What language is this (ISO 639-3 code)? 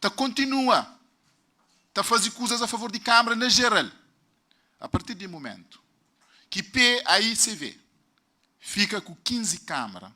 kea